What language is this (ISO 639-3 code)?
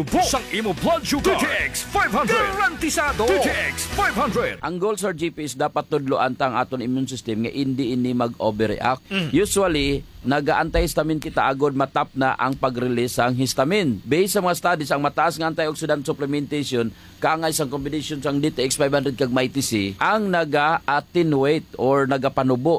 hil